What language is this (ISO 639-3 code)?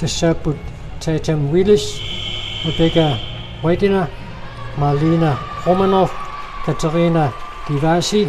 kal